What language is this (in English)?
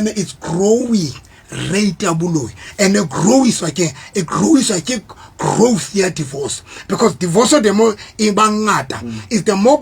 Southern Sotho